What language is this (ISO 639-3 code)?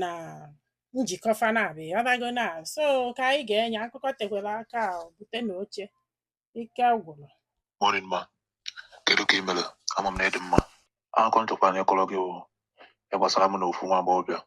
ibo